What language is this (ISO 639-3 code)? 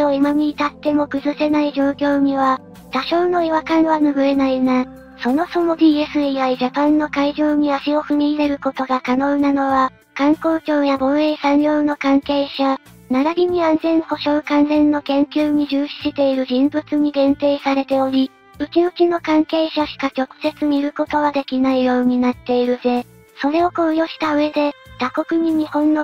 jpn